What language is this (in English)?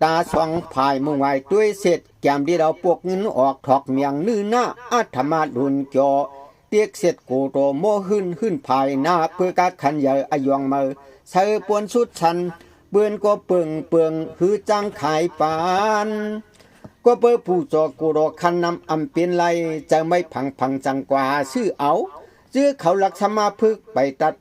Shan